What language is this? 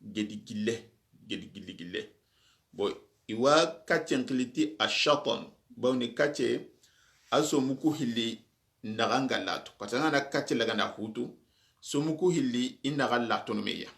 Soninke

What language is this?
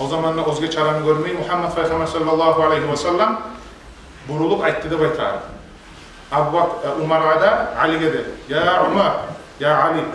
Kumyk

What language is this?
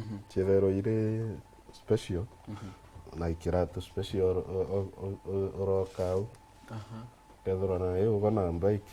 Meru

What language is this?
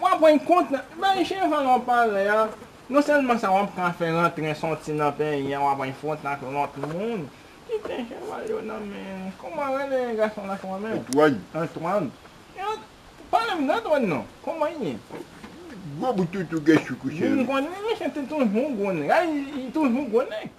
Haitian Creole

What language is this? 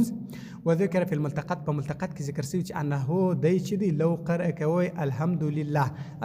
Pashto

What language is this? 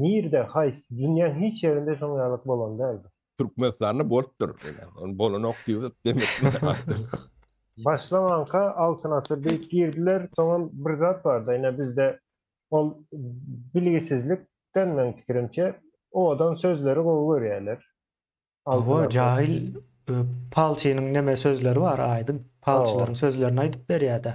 Turkmen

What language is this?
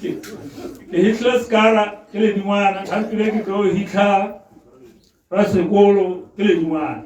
Tswana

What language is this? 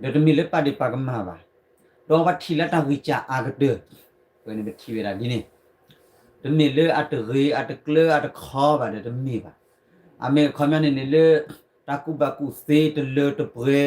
S'gaw Karen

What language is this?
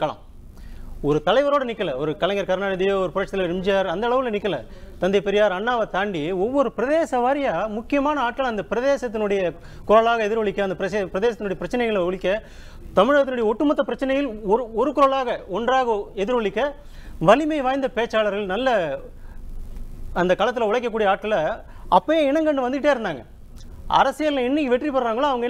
Tamil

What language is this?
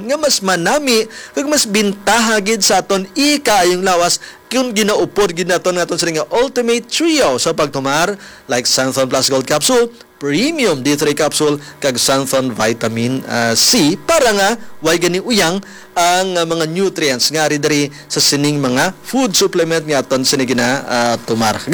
Hiligaynon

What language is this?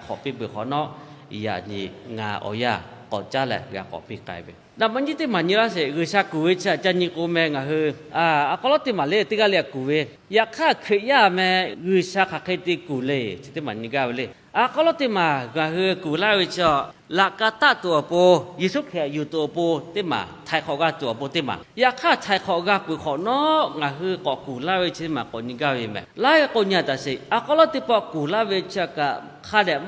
Lahu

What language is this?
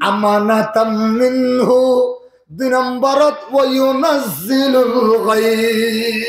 Rohingya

